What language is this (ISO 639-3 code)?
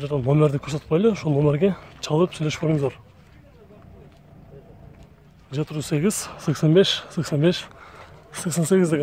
kir